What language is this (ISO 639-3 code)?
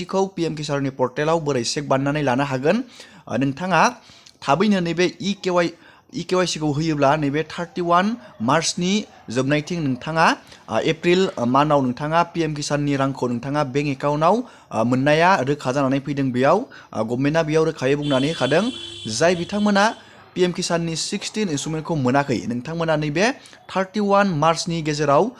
brx